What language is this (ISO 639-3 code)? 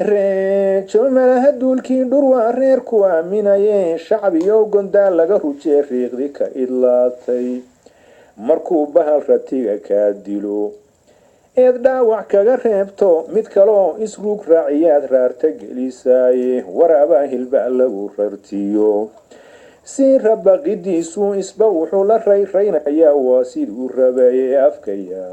som